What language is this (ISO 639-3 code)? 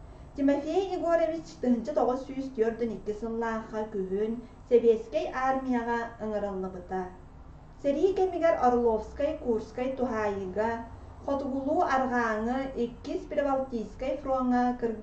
sah